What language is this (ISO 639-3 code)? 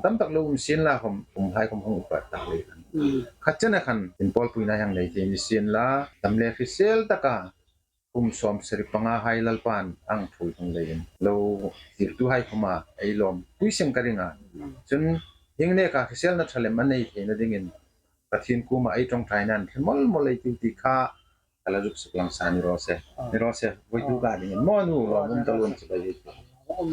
hmr